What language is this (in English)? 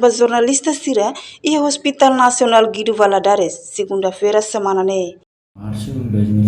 Tetum